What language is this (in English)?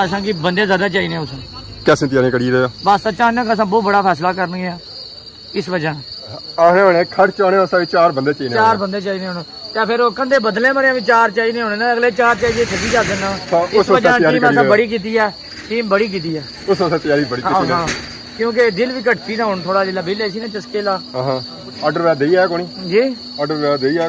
Pahari-Potwari